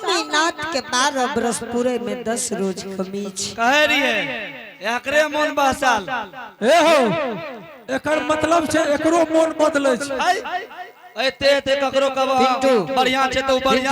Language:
Angika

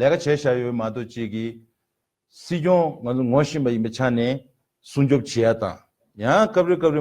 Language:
Tibetan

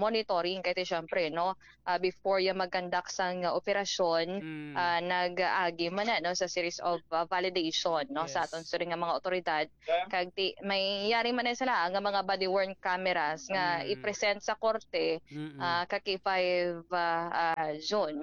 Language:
Hiligaynon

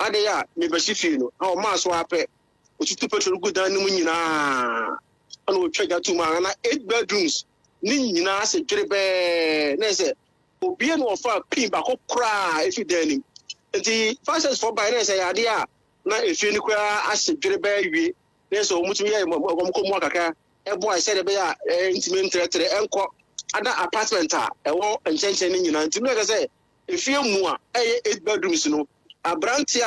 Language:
Akan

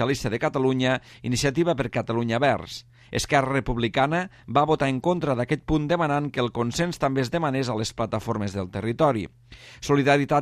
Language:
Catalan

